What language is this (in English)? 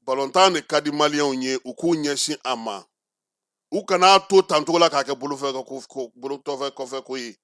Bambara